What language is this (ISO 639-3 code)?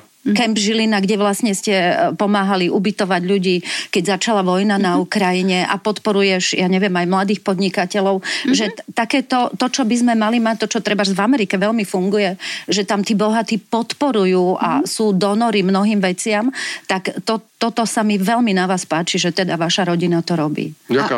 slk